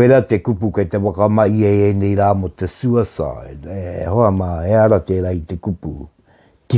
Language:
Māori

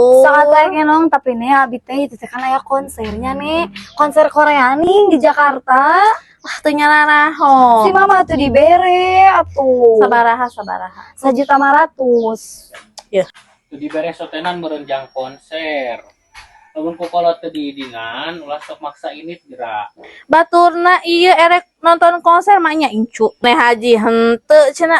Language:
Sundanese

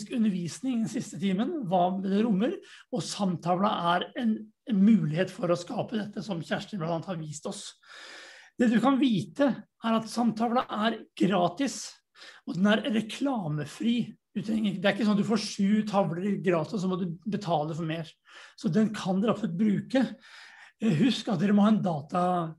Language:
Norwegian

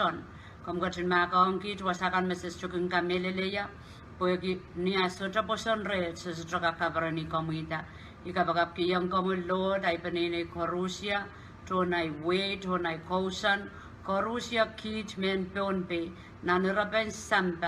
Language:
Pohnpeian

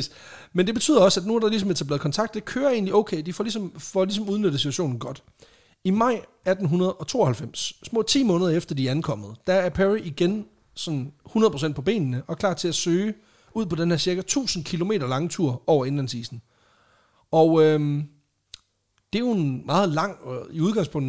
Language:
Danish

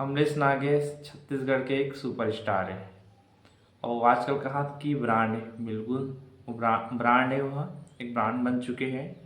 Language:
Chhattisgarhi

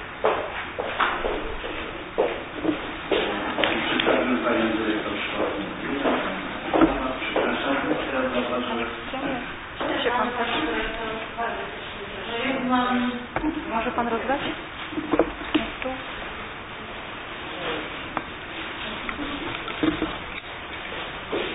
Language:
Polish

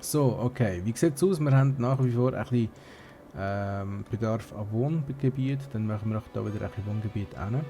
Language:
Swiss German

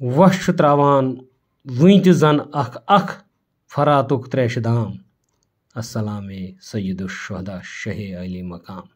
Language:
Kashmiri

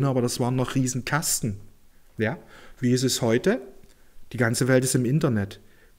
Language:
German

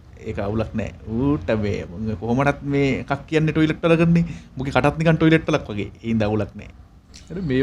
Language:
Sinhala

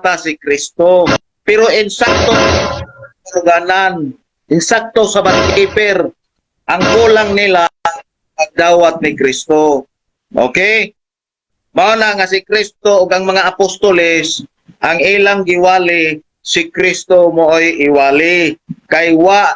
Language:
Cebuano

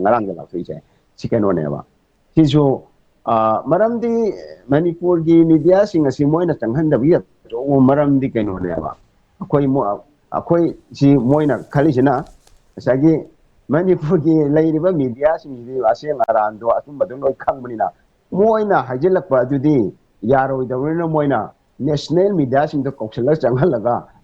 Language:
Manipuri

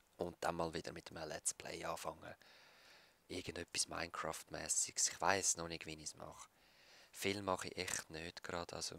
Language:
Swiss German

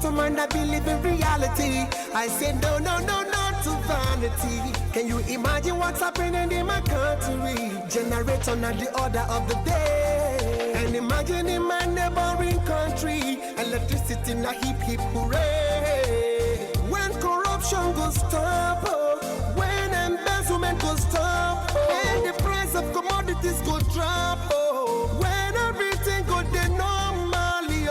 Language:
Nigerian Pidgin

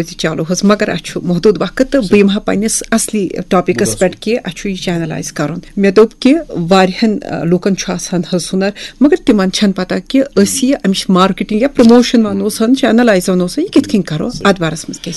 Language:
Kashmiri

